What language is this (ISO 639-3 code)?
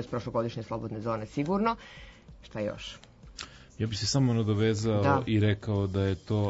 srp